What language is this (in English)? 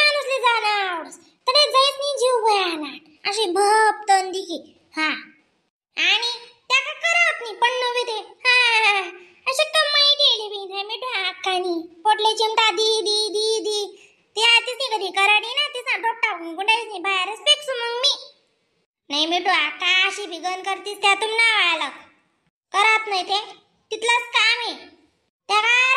Khandesi